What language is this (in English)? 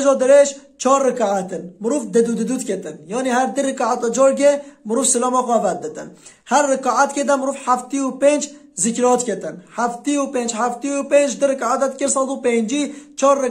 Kurdish